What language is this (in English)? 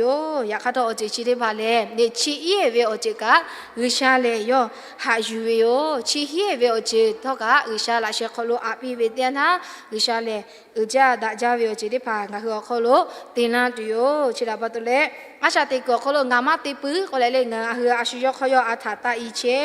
Lahu